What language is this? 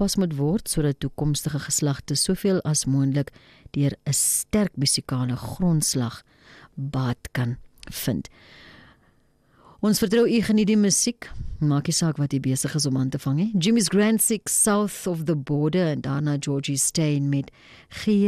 Afrikaans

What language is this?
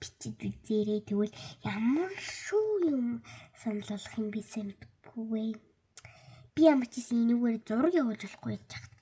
Mongolian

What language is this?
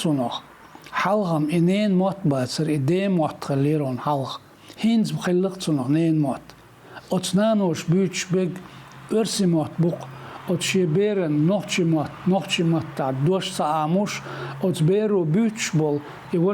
Chechen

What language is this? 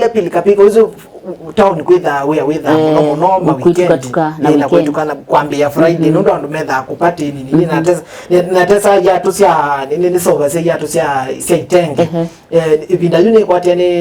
Kamba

